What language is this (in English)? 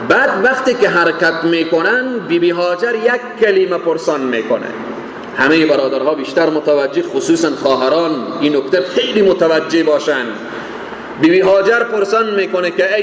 Persian